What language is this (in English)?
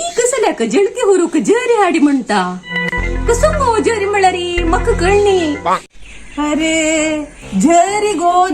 Konkani